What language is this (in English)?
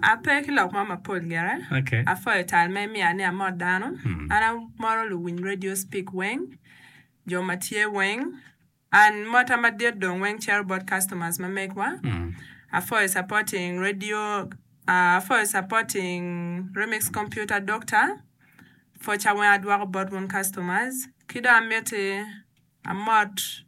Acoli